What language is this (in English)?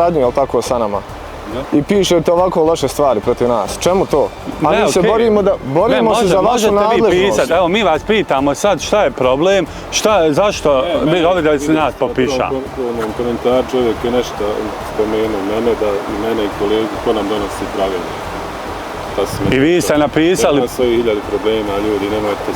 Bosnian